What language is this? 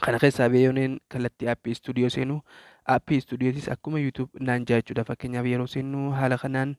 Oromo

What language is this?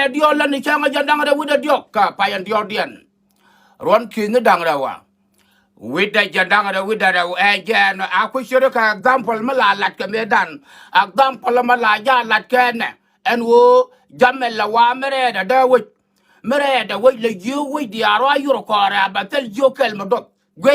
Nuer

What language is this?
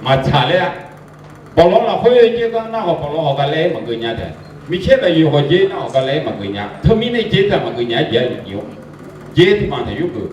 Akha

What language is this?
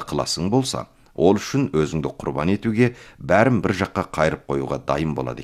Kazakh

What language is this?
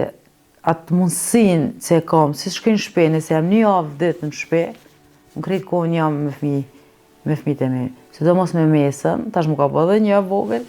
Albanian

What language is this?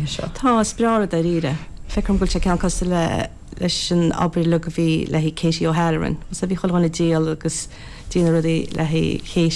Irish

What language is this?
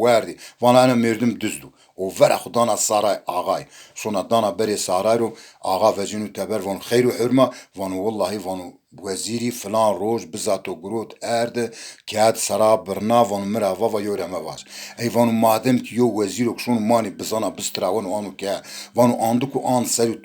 Zaza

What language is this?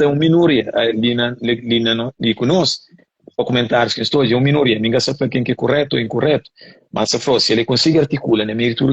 Kabuverdianu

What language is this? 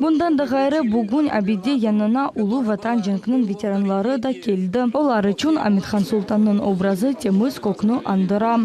Crimean Tatar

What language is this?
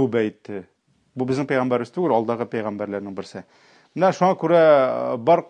Tatar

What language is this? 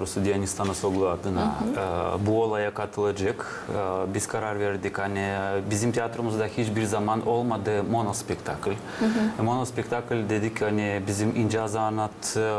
Gagauz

